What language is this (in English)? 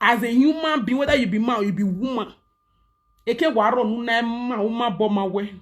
Nigerian Pidgin